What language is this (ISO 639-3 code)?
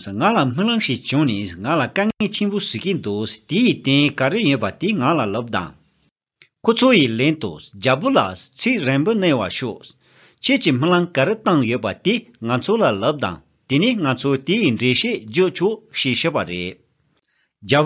bod